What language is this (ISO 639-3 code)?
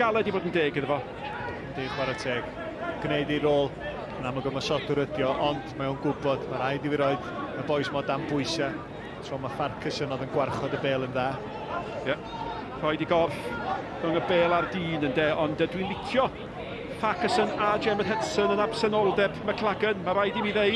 cym